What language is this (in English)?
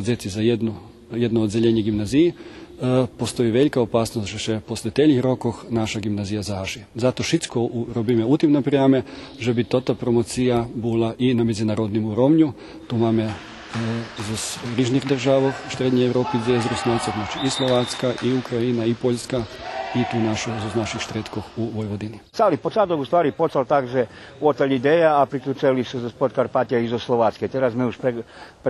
Rusyn